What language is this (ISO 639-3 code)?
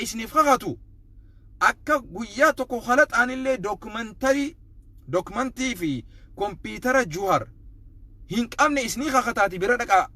orm